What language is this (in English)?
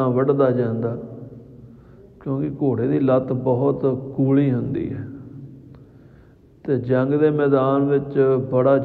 Punjabi